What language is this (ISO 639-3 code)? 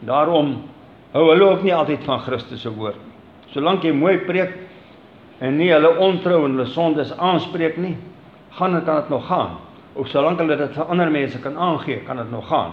afr